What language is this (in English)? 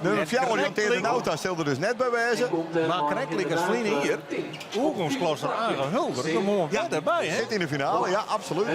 Western Frisian